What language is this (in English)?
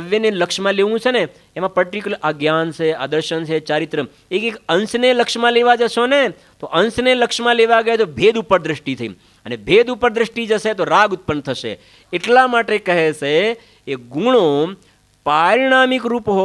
Gujarati